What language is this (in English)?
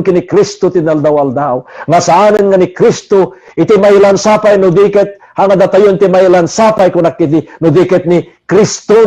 Iloko